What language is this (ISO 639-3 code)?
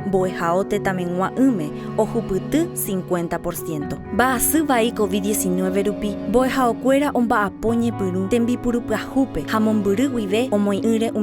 grn